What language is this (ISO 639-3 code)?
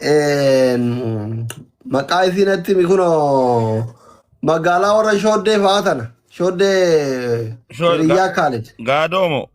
orm